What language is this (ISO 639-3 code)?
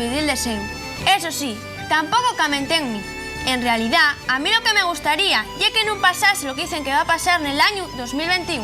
ast